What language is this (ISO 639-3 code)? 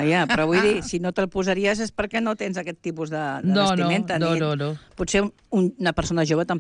cat